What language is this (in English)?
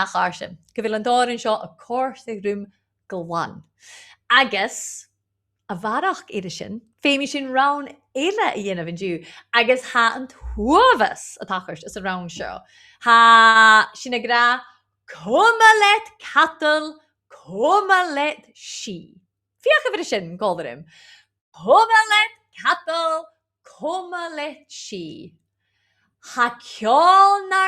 Scottish Gaelic